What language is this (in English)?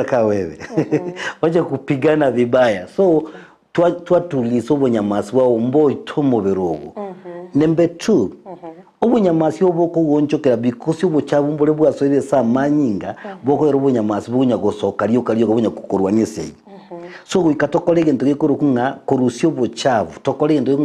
Gusii